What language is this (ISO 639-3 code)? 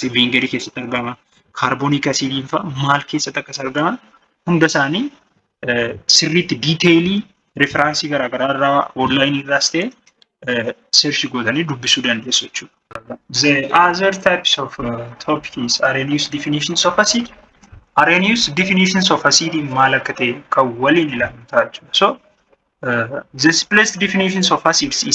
orm